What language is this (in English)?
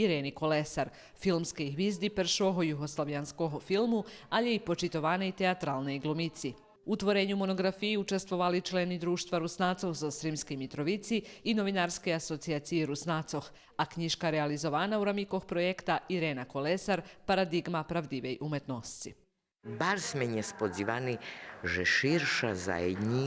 Rusyn